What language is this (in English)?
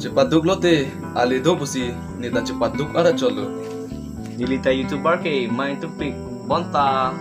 Karbi